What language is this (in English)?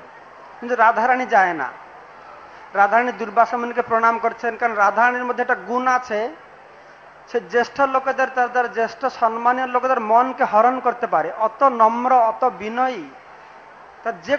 Bangla